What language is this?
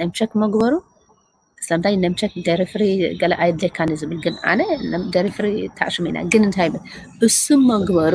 Tigrinya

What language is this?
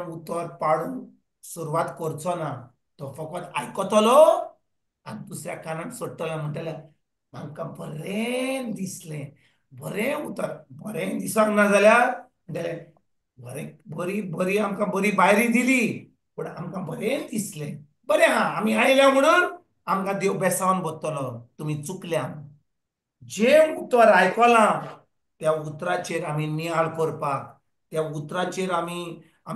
Konkani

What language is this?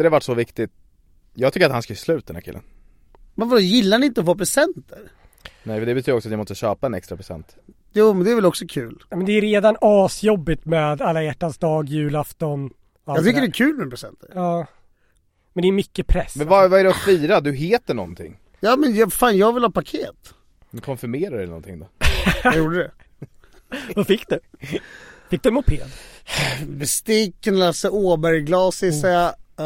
Swedish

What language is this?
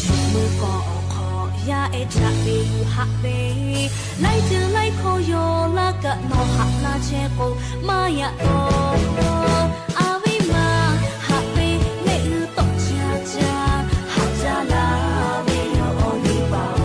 Lahu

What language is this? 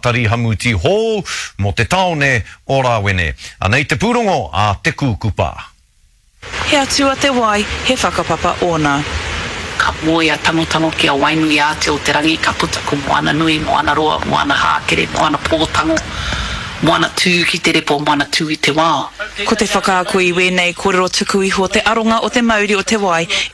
Māori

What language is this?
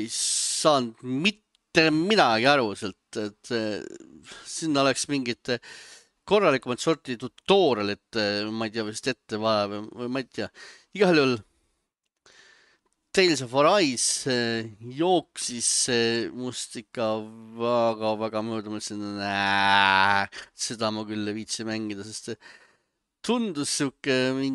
Estonian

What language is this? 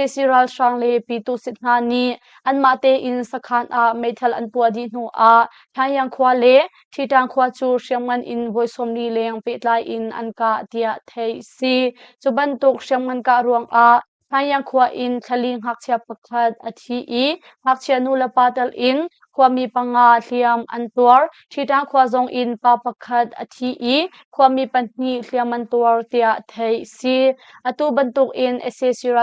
Hakha Chin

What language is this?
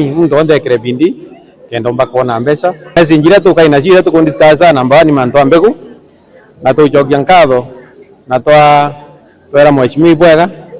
Meru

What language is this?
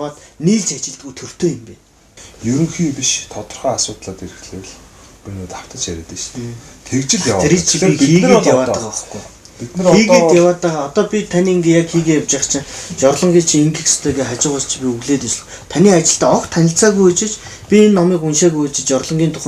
Mongolian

